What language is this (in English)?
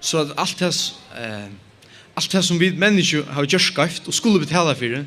Faroese